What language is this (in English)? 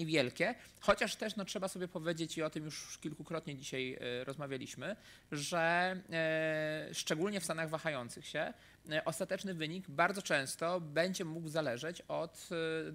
Polish